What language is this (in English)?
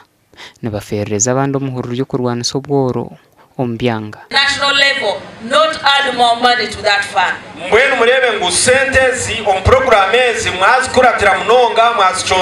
Nyankole